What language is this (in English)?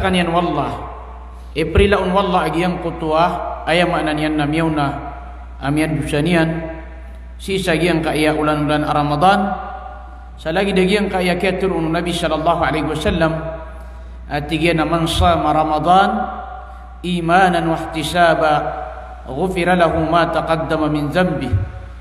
Maranao